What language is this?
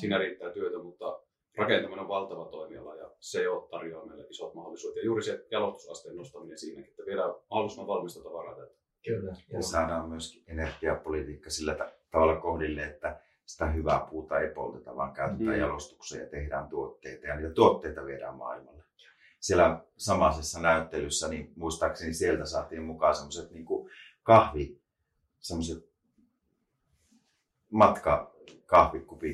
Finnish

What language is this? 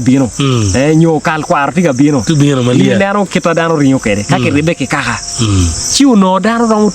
Acoli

